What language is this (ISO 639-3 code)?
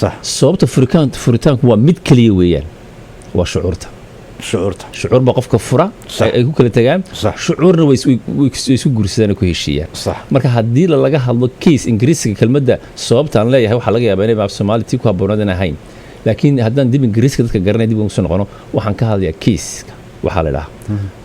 som